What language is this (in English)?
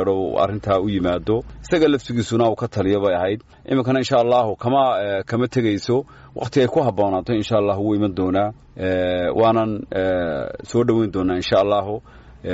Somali